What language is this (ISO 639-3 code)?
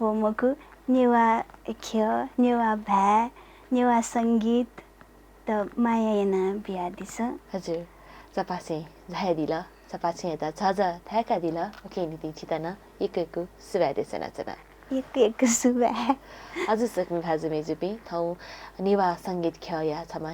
new